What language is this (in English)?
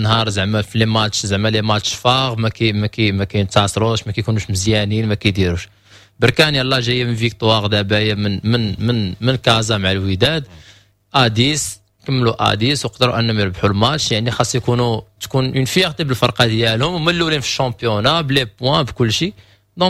Moroccan Arabic